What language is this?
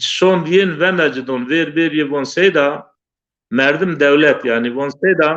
Zaza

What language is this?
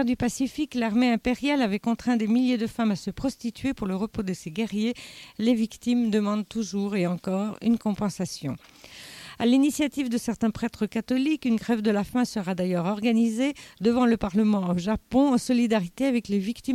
French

